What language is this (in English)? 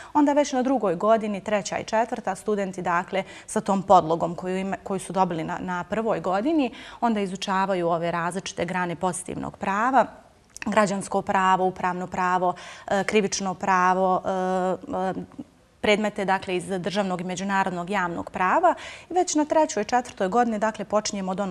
Bosnian